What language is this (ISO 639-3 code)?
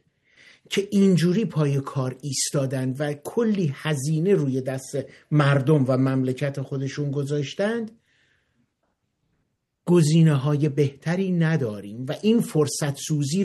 fas